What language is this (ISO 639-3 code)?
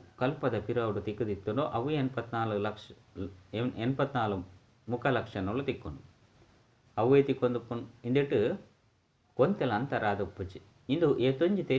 tcy